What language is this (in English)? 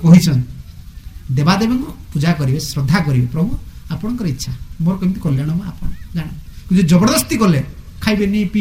Odia